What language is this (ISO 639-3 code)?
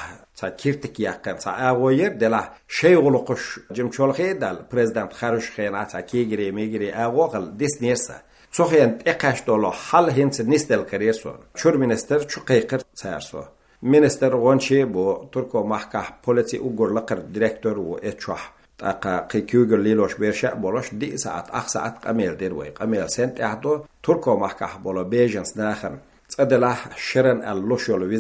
che